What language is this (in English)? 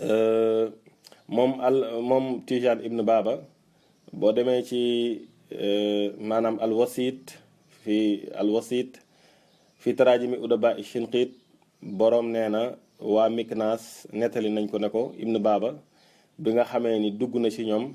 Wolof